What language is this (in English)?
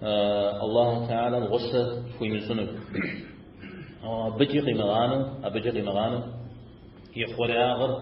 Kabardian